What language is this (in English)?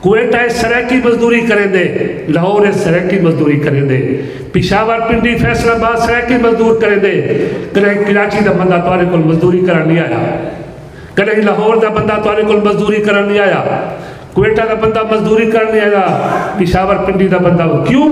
Saraiki